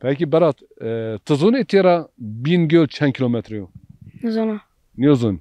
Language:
Zaza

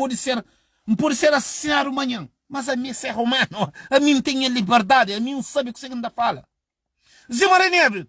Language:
Kabuverdianu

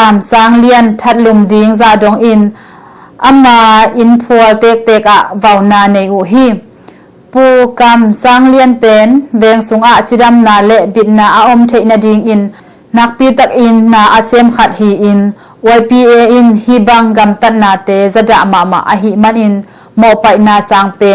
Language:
Tedim Chin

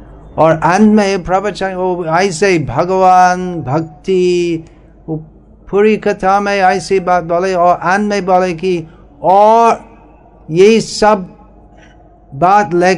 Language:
Hindi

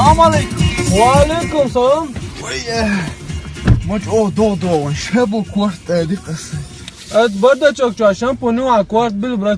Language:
Chechen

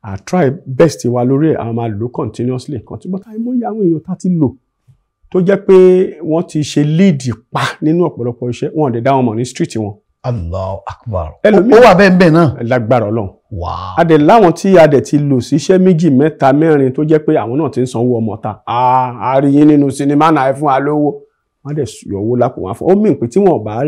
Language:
Yoruba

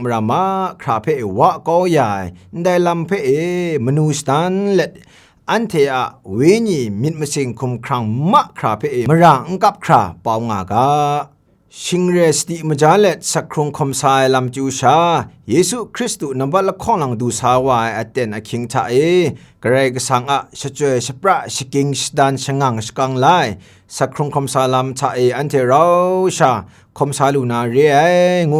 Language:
Kachin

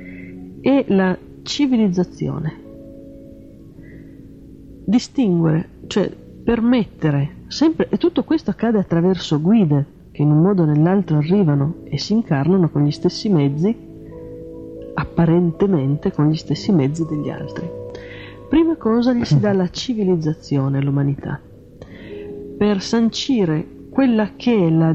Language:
Italian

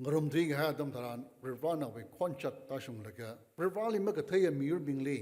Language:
Tangkhul Naga (India)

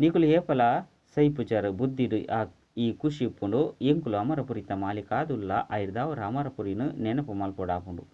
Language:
Tulu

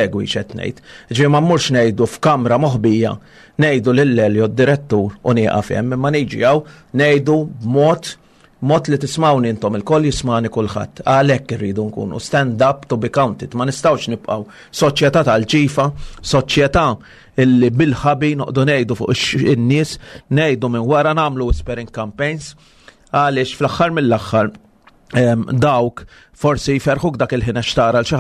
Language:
Maltese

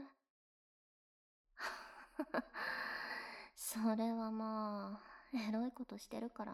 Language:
Japanese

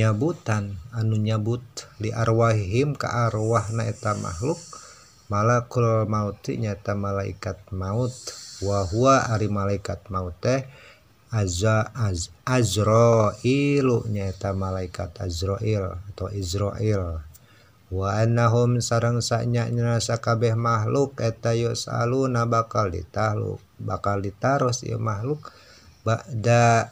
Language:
Sundanese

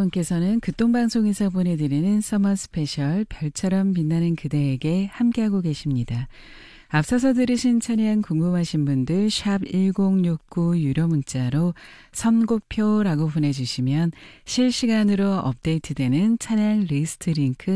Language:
Korean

